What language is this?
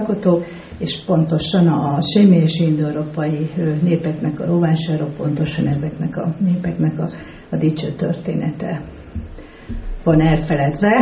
Hungarian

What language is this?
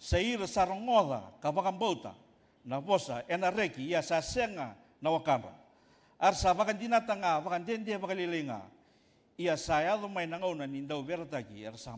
Fijian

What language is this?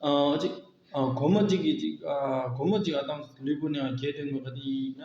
Tibetan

